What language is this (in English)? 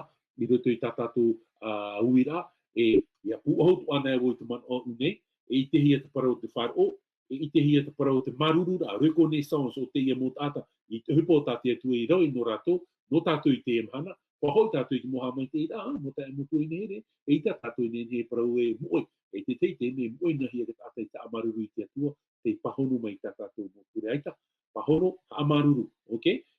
Tahitian